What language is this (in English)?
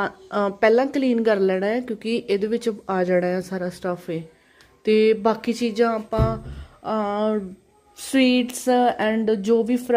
Punjabi